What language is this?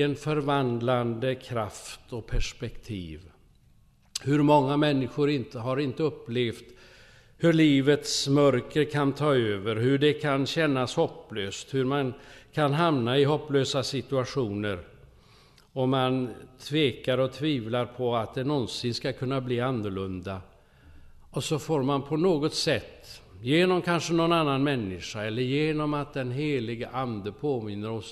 Swedish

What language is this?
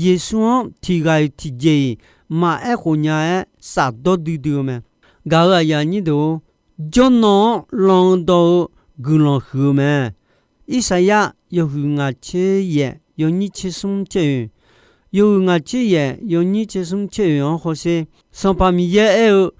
Akha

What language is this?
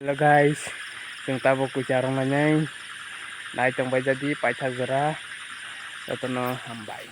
Kok Borok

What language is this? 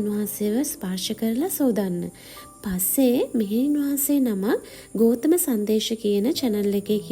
Sinhala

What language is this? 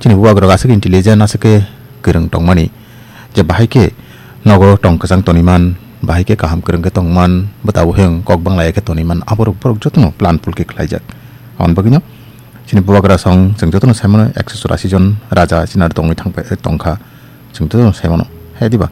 Kok Borok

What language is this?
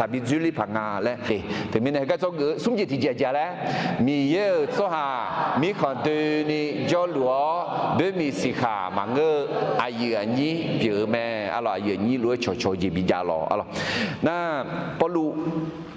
Akha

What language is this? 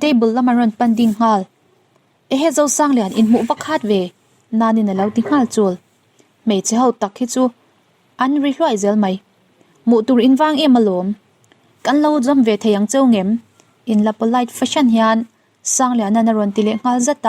Mizo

